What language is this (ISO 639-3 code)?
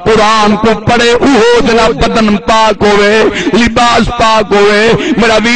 skr